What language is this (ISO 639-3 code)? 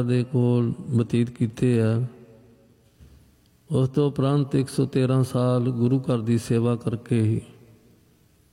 pan